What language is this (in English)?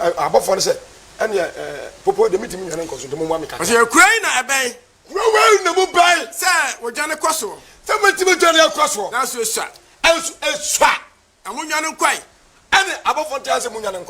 Akan